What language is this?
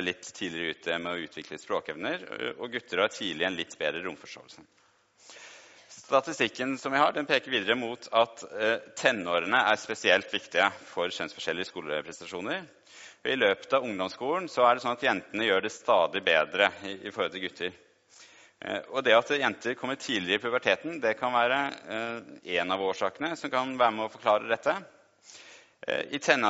Norwegian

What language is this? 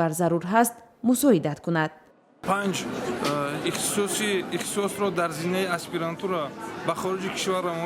Tajik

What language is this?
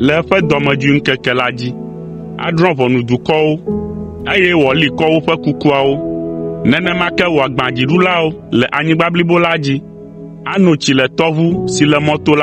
Ewe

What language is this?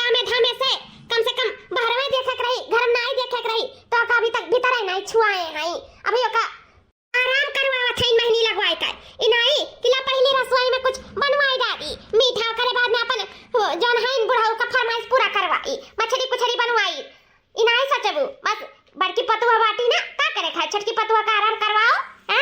Awadhi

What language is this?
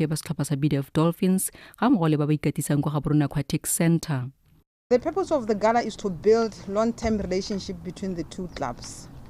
Tswana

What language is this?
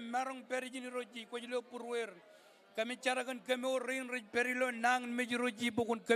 Marshallese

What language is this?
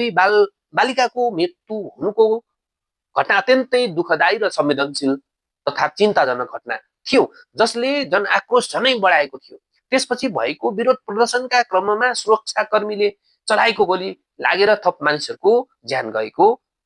Nepali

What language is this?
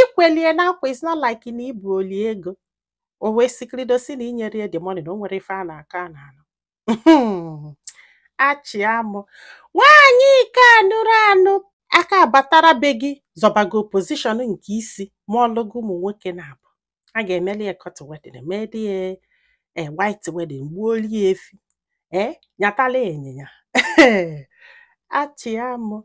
Igbo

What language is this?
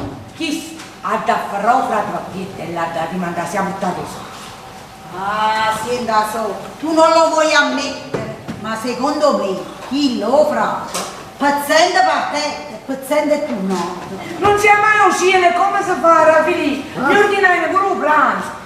Neapolitan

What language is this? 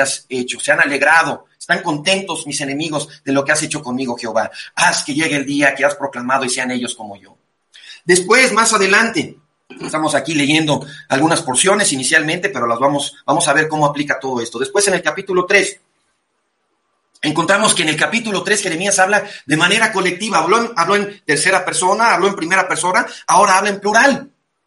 Spanish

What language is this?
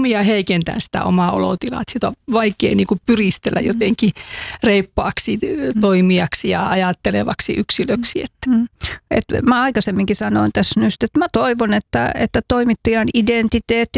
Finnish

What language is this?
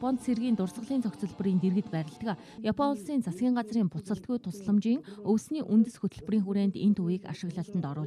Mongolian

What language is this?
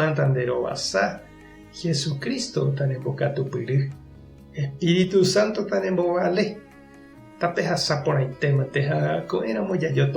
Guarani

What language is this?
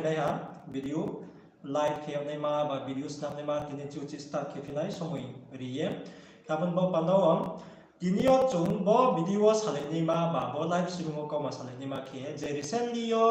Riang (India)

